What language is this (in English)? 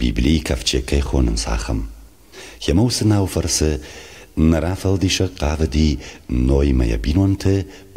Ossetic